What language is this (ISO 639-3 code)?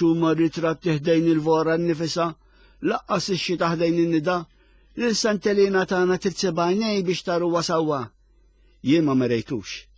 mlt